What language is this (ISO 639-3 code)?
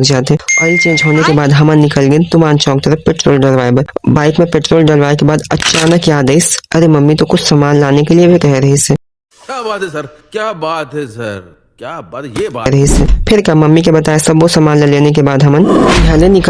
hne